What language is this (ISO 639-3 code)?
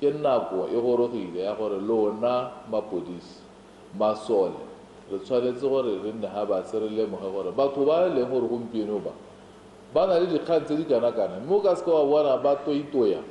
tsn